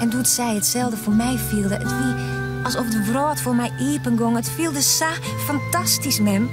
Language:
Western Frisian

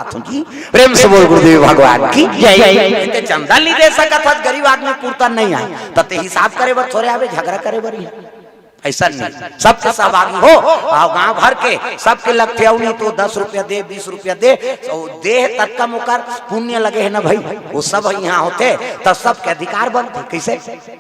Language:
Chhattisgarhi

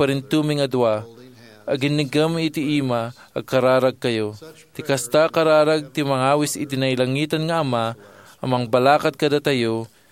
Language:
Iloko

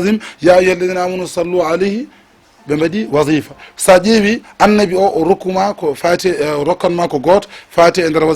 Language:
Fula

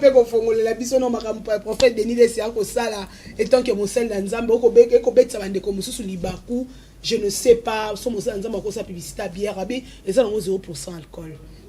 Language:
Lingala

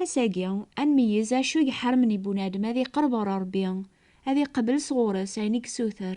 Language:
Kabyle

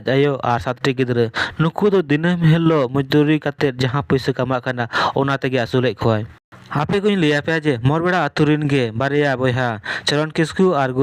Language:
Santali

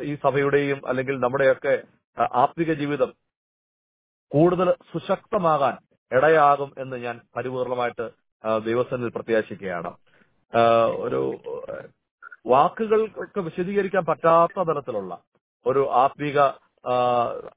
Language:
Malayalam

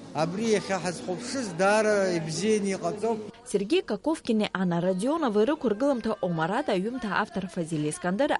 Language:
Abkhazian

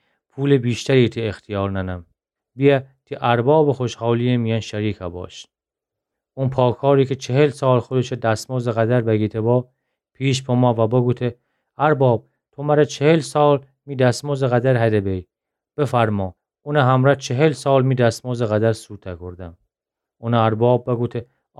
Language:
Gilaki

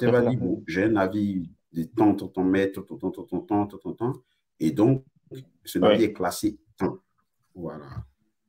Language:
French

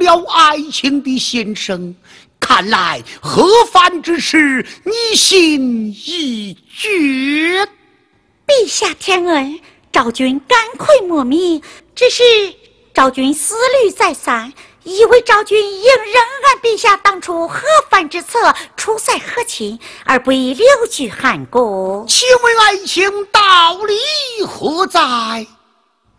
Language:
Chinese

